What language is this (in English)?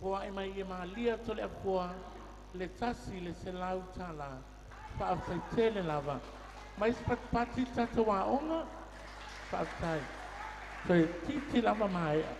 Samoan